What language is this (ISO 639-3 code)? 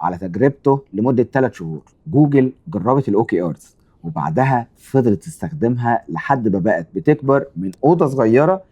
arz